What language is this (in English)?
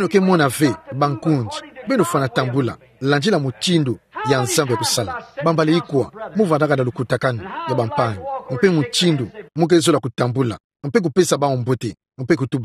Kituba (Democratic Republic of Congo)